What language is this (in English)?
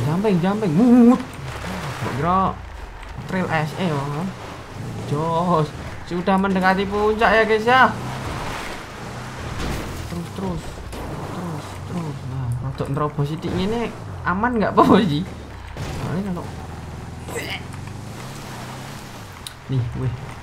Indonesian